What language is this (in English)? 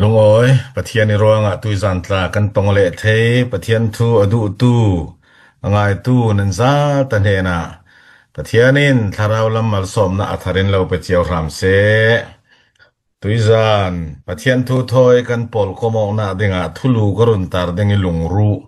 Falam Chin